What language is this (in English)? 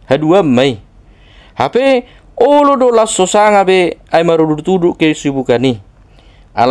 Batak Toba